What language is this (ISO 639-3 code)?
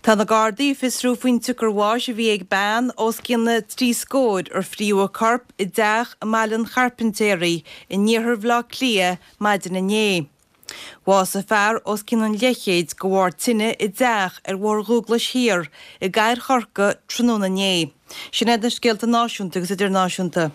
gle